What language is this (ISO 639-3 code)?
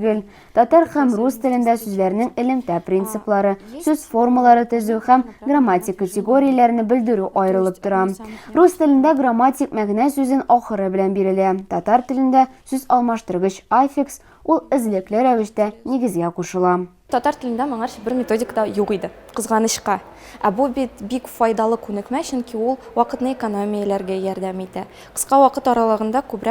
tat